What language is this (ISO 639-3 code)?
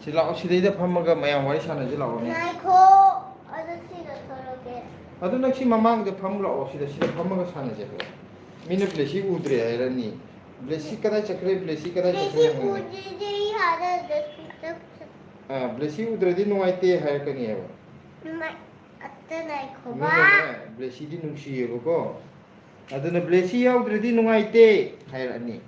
mni